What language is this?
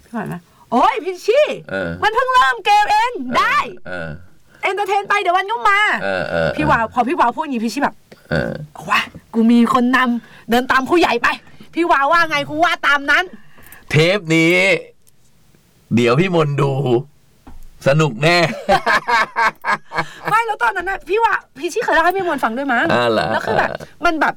Thai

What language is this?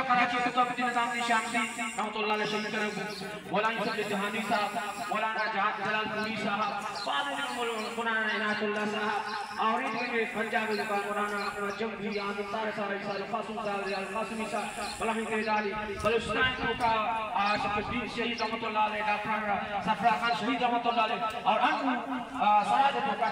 Baluchi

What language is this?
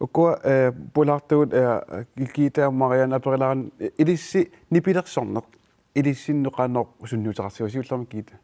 Kalaallisut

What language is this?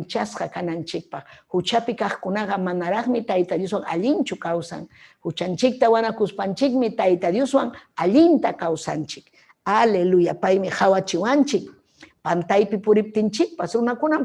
Ayacucho Quechua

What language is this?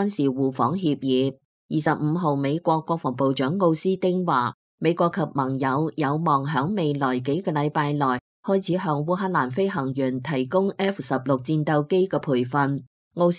Cantonese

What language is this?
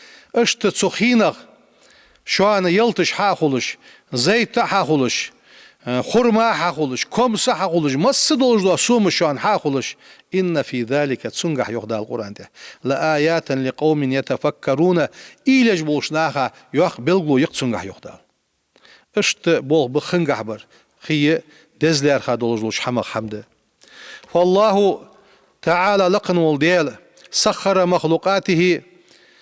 Ingush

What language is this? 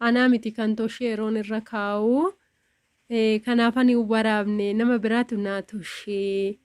Oromo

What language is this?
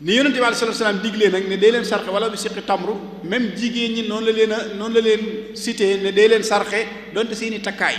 Wolof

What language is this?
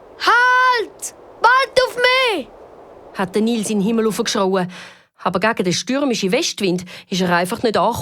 Swiss German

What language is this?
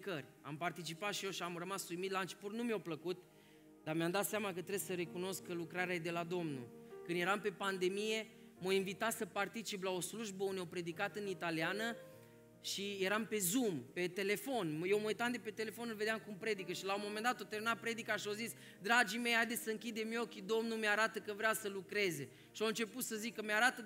Romanian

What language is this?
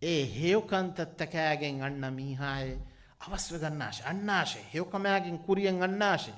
Divehi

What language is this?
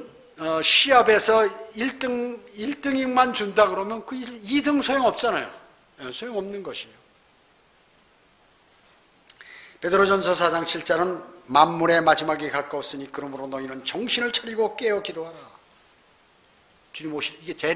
Korean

